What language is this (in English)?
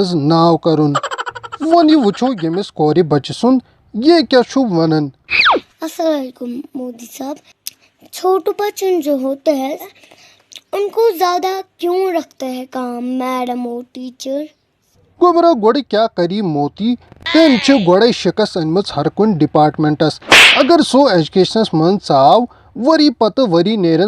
Kashmiri